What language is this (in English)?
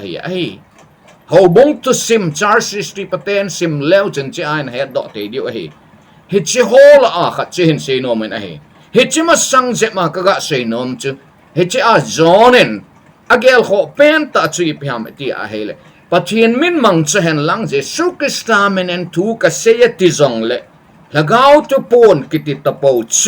Thado Chin